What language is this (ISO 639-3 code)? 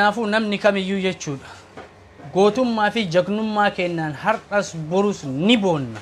orm